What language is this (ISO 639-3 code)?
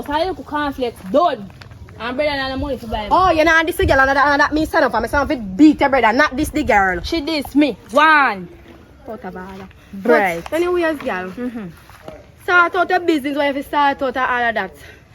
jam